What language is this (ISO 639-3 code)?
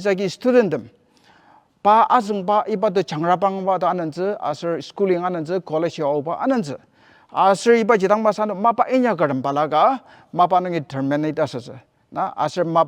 njo